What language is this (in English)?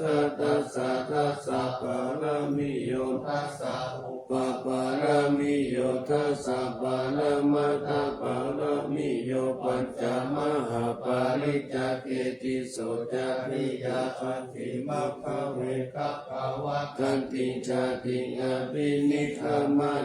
Pali